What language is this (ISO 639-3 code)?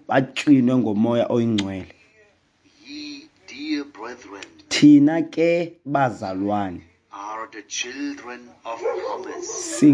xho